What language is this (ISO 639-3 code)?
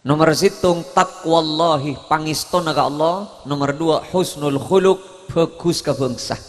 mad